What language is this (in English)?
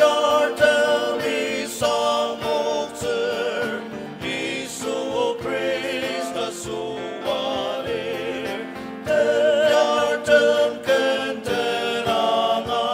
Ao Naga